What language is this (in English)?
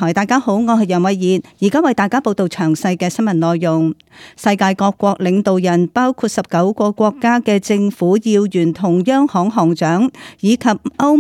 Cantonese